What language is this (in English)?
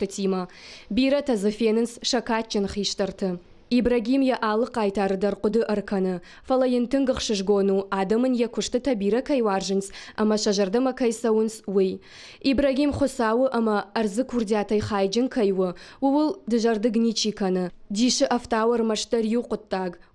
Ossetic